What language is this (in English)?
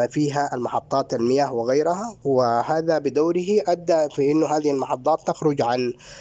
Sudanese Arabic